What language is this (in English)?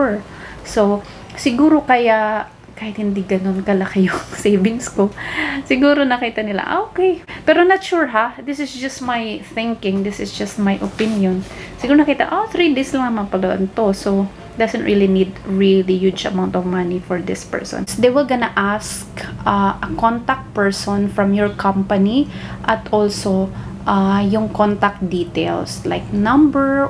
Filipino